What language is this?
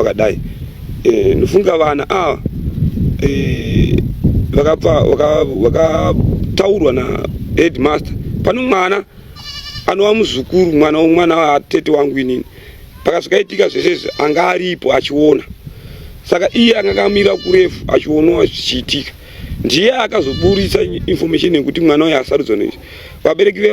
Shona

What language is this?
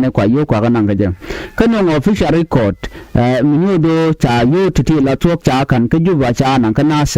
Nuer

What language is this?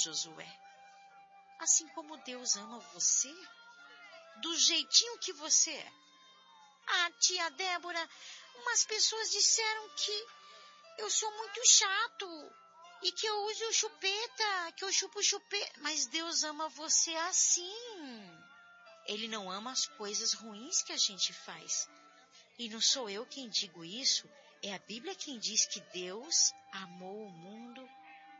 Portuguese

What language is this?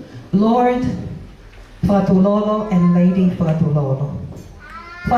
Tongan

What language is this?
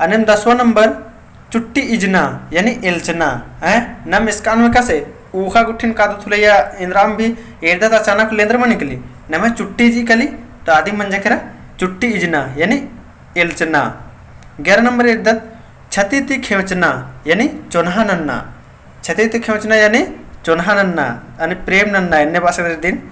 Kurukh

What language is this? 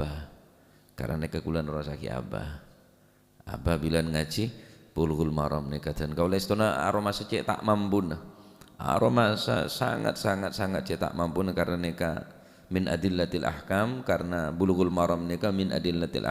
Madurese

